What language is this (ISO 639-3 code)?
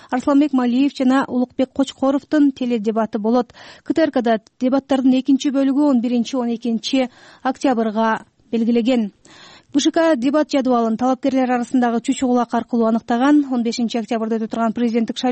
kir